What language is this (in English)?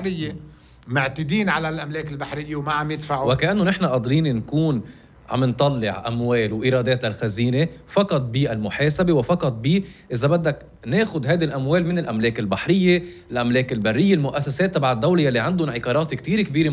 North Levantine Arabic